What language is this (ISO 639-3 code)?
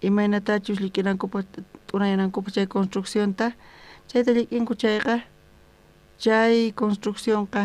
quh